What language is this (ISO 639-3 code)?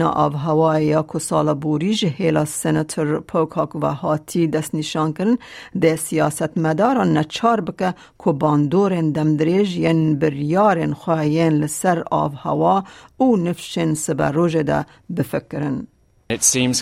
kur